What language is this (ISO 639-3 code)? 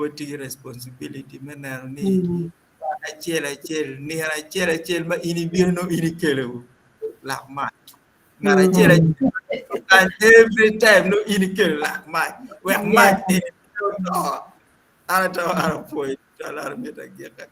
ach